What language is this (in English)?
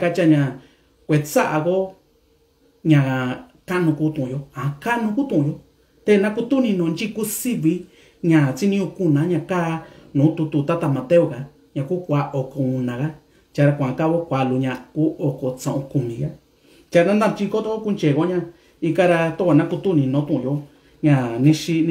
Mixtepec Mixtec